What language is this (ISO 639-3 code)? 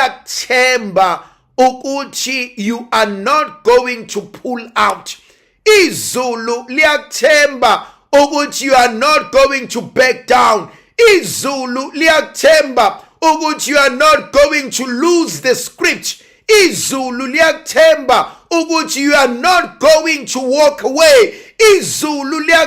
zul